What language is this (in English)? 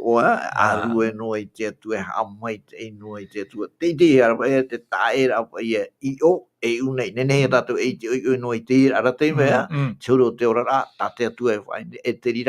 Tahitian